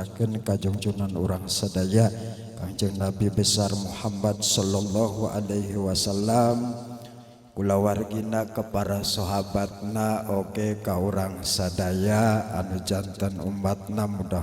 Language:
Sundanese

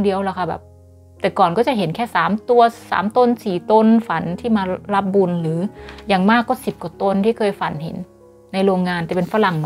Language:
Thai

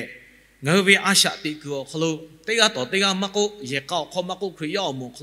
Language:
Lahu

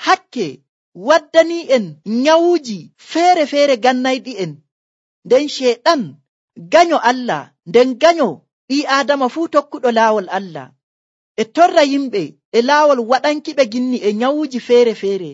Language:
Nigerian Fulfulde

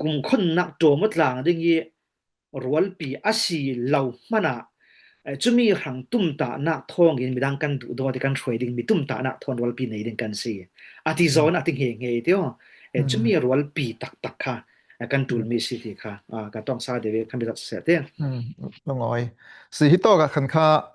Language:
Falam Chin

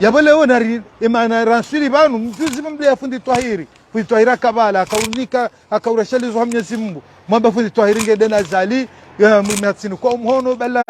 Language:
Ngazidja Comorian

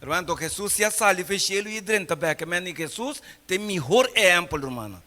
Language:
Papiamento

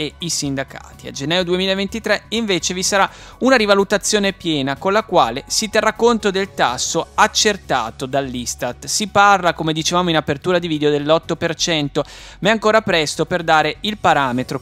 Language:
Italian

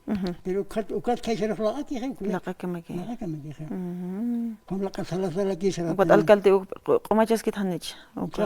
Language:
Aymara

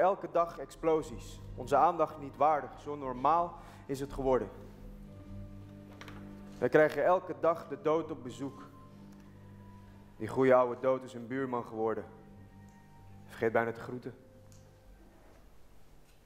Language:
Dutch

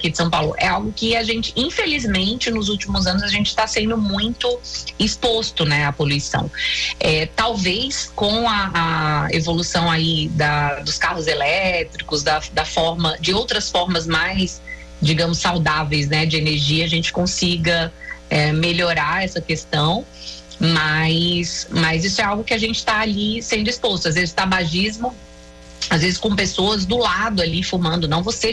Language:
Portuguese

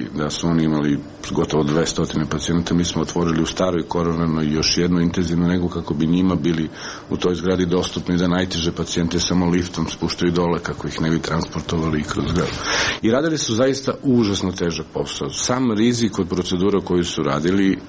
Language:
Serbian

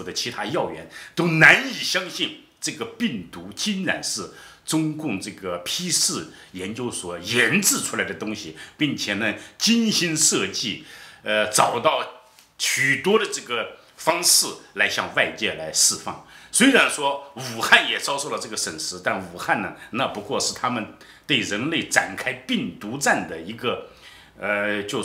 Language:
Chinese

